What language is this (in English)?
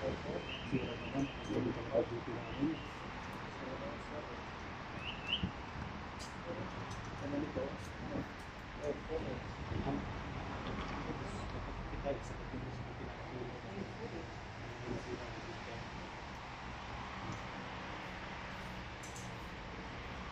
Filipino